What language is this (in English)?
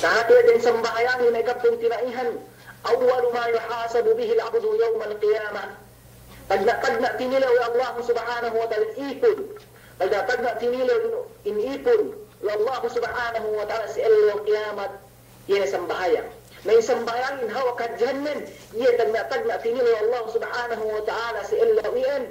Yakan